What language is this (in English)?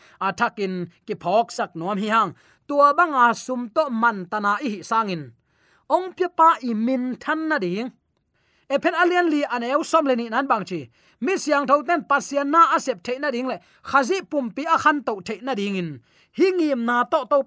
Tedim Chin